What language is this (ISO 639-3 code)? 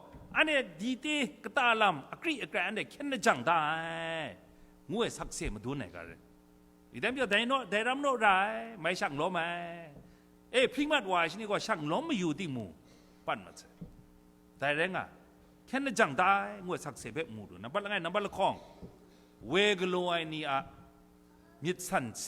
kac